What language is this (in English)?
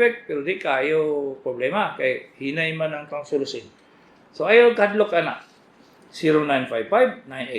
Cebuano